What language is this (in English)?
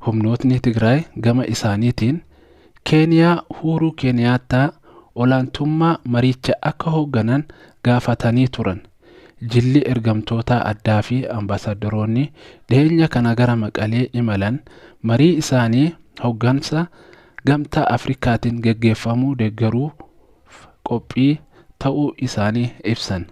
Oromo